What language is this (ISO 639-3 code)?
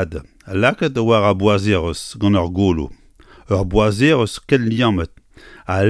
bre